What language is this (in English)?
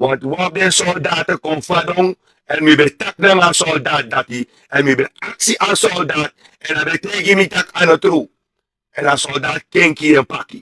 Sranan Tongo